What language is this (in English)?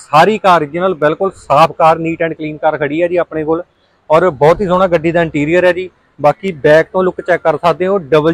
Punjabi